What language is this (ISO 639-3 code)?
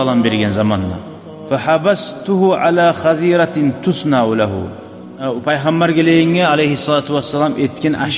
kum